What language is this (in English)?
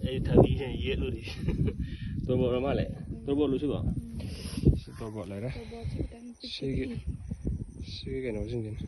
Manipuri